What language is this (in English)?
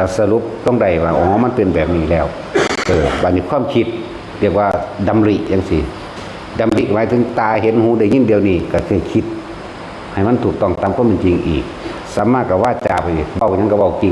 Lao